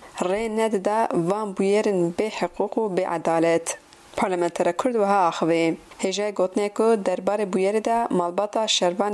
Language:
Kurdish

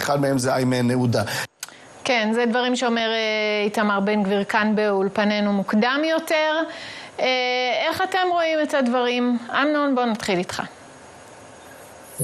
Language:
Hebrew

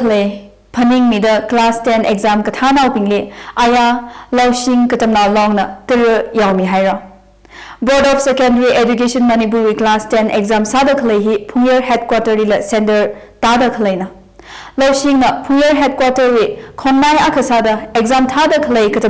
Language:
Tangkhul Naga (India)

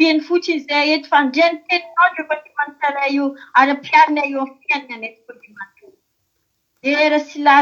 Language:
Malagasy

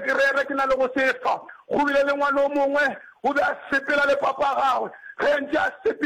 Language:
Northern Sotho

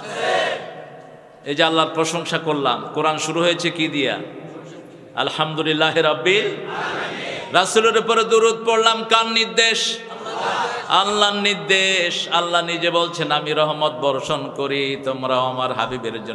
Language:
Bangla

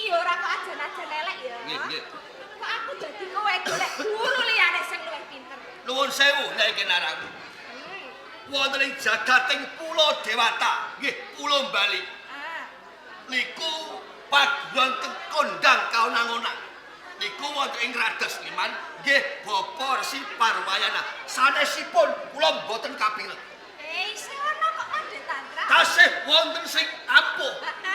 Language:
Javanese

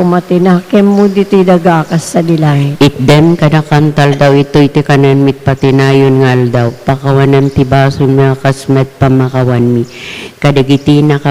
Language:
Iloko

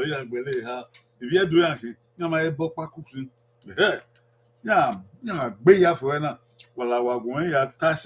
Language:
Bini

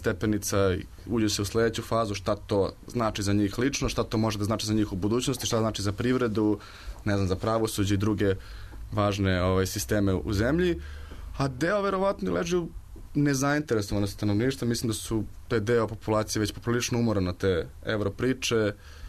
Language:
Serbian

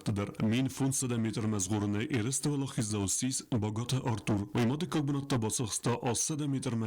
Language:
Ossetic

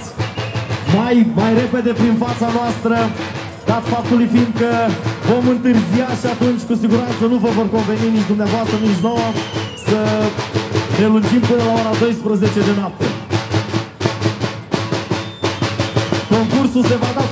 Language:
Romanian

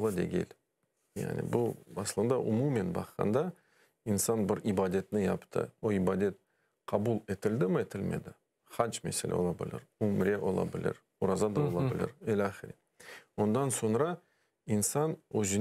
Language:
Crimean Tatar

